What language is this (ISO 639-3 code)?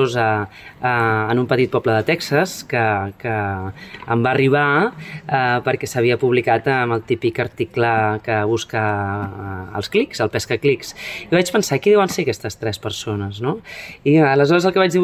cat